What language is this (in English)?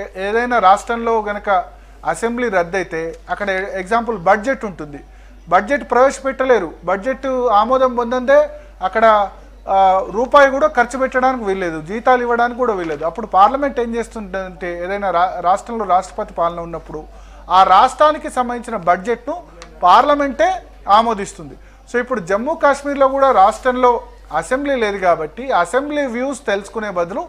Telugu